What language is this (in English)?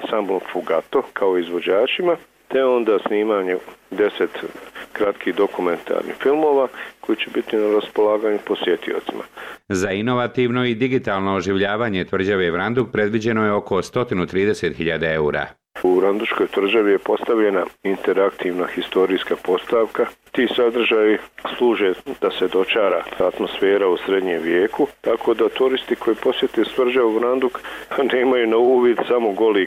Bosnian